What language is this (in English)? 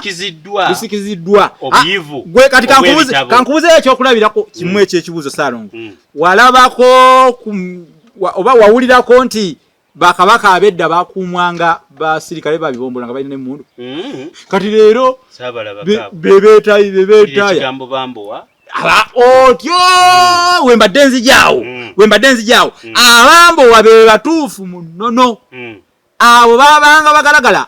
Ganda